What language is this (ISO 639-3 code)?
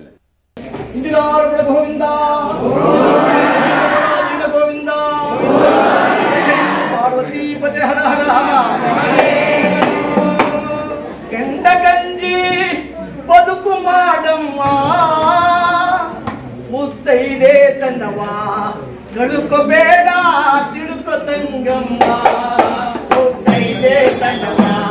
kan